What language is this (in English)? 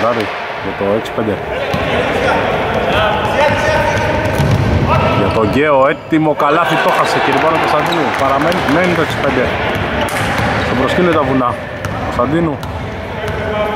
Greek